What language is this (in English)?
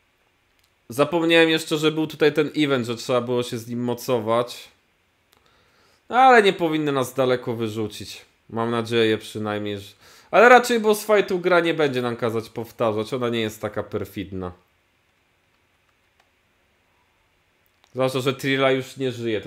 Polish